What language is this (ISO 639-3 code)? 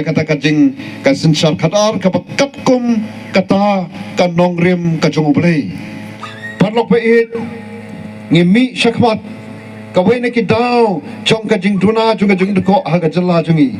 kha